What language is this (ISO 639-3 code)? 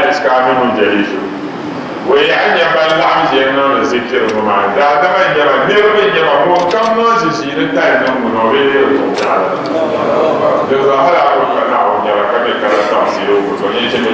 dag